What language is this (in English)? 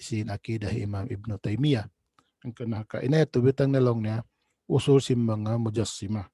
Tausug